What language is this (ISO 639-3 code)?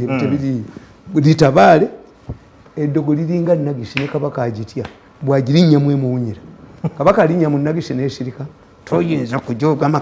lug